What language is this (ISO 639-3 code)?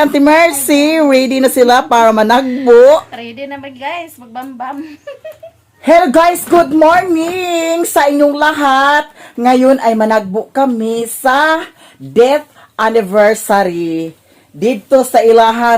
ceb